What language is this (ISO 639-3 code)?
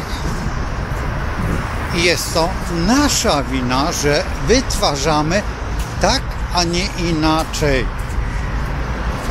pol